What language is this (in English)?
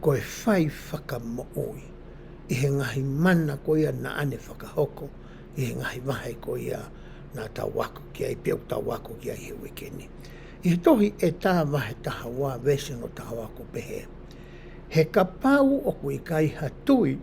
Tongan